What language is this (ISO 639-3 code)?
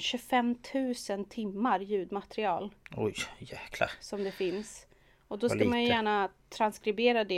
swe